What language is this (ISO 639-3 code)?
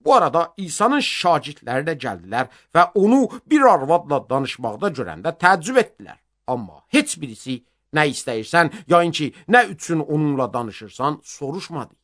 aze